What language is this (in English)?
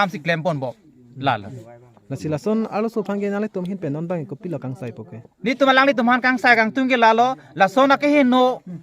Karbi